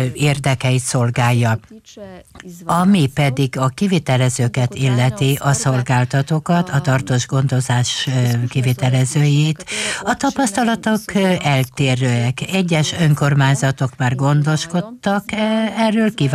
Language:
Hungarian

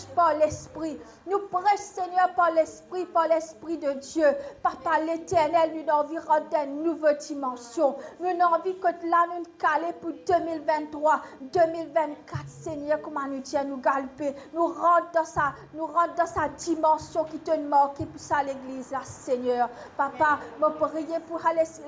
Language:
Morisyen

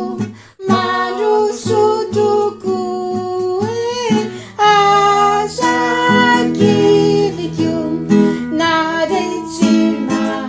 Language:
Malagasy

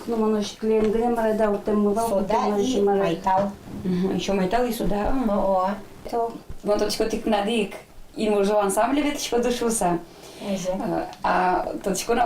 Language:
Udmurt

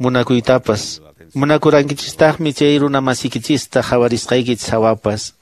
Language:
Quechua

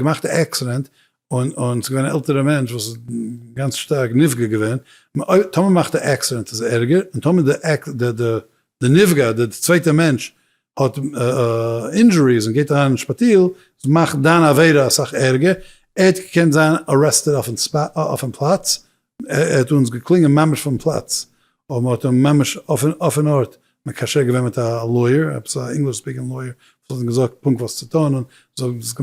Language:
Yiddish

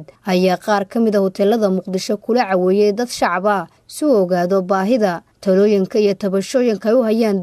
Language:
Somali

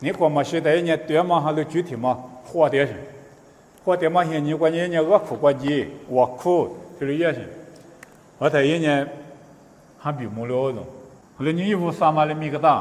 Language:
Lisu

